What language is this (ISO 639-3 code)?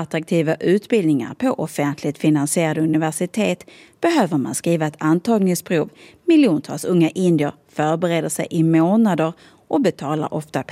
swe